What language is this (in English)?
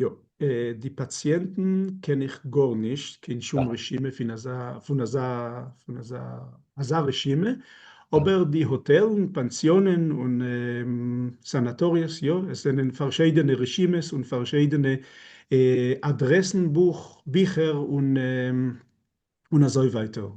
Yiddish